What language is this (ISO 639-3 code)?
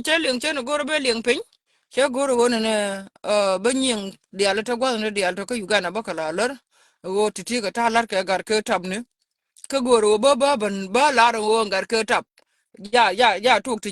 nus